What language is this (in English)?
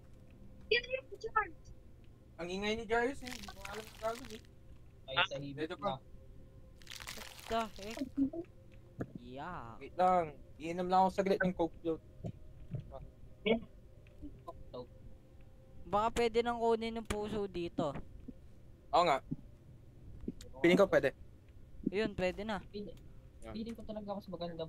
Filipino